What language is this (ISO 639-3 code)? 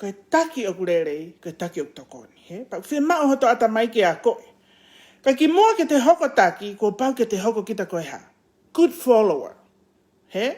ton